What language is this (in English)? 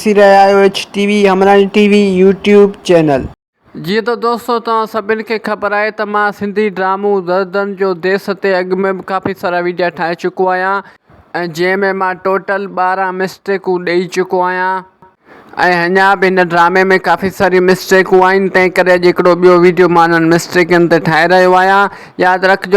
Sindhi